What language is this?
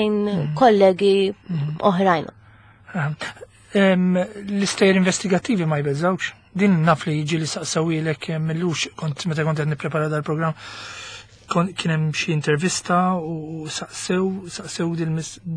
Maltese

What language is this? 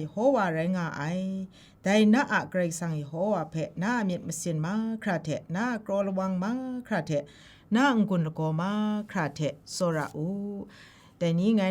Kachin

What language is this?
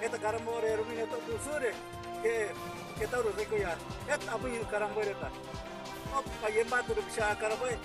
Guarani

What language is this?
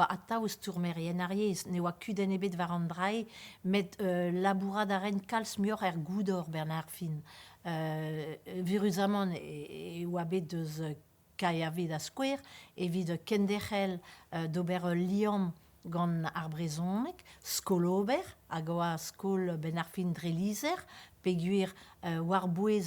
Breton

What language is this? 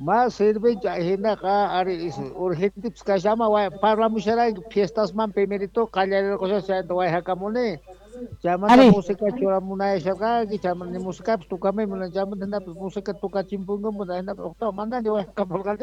Quechua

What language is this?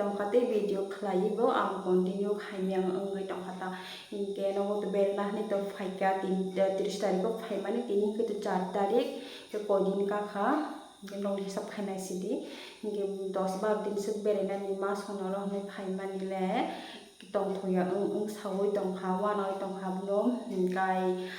Kok Borok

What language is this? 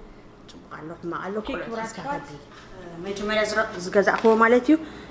Tigrinya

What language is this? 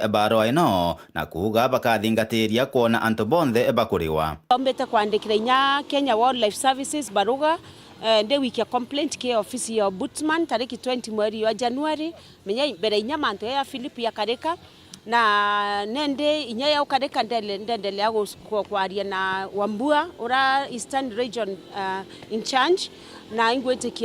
Meru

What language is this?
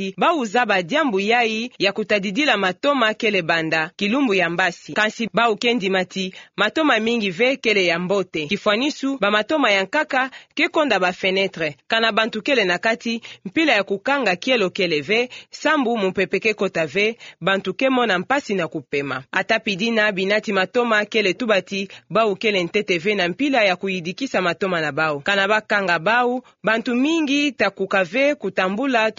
Kituba (Democratic Republic of Congo)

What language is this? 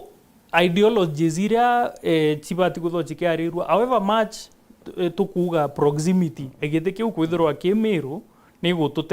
Meru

